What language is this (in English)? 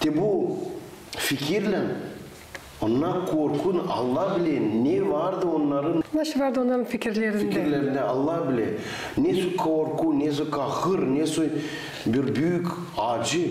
Gagauz